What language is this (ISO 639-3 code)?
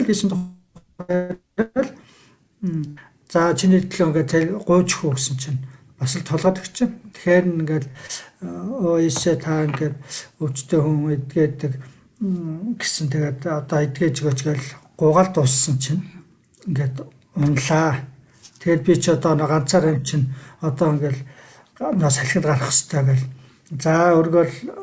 mon